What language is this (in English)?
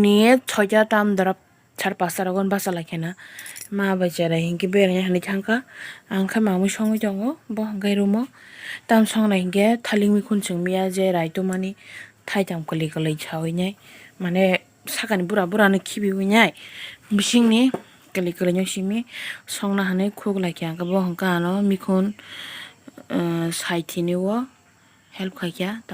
Kok Borok